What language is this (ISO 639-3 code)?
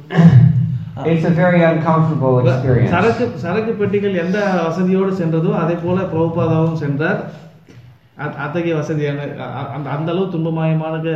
tam